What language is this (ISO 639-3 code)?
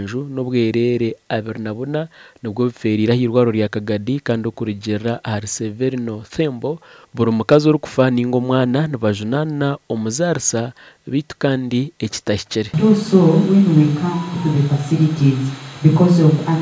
nyn